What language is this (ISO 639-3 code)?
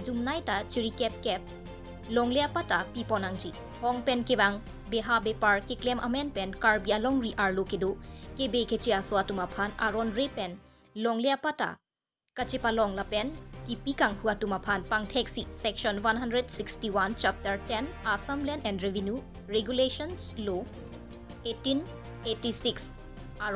mjw